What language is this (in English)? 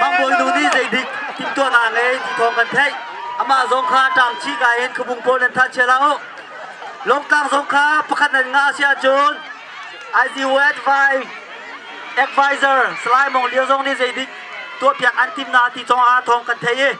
Hakha Chin